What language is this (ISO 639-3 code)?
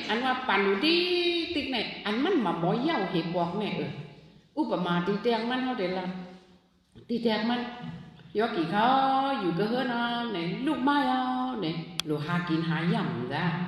shn